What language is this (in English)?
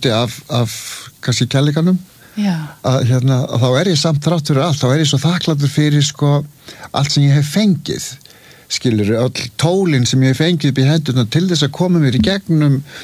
Icelandic